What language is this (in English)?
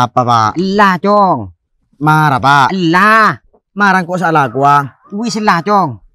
Madurese